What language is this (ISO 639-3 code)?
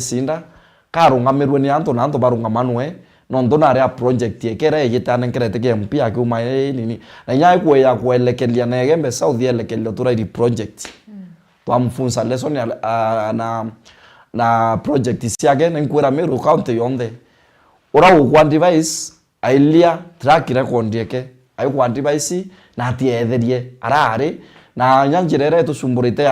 mer